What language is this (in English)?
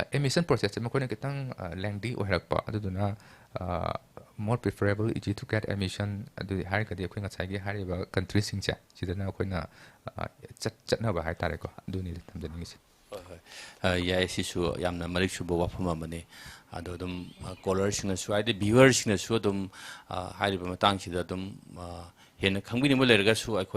Manipuri